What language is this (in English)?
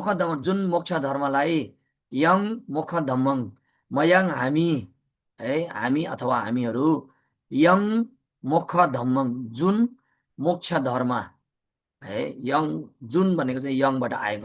Nepali